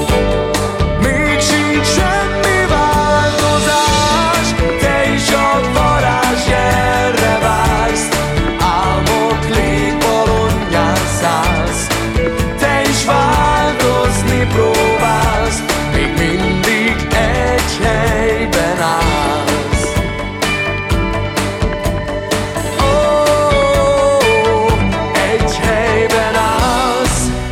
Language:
Hungarian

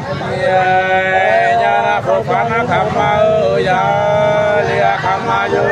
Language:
Nung (Viet Nam)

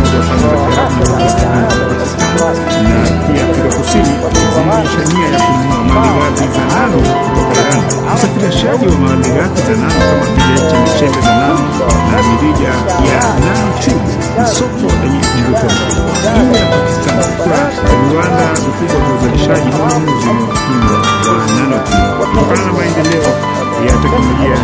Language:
Swahili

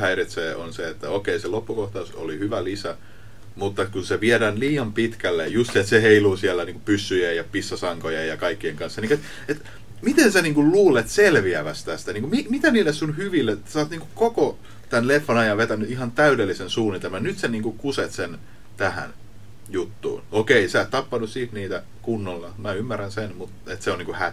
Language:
Finnish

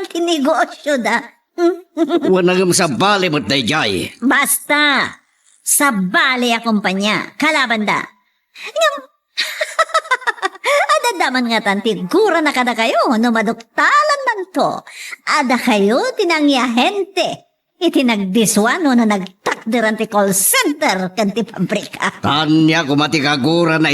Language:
Iloko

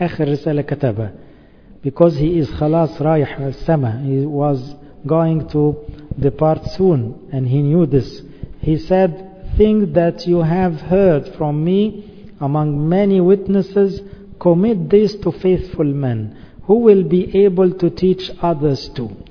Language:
English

